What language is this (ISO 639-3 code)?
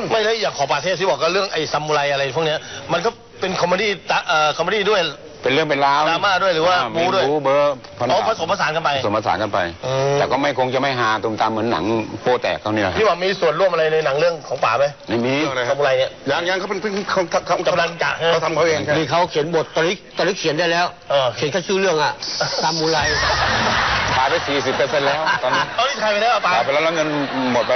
tha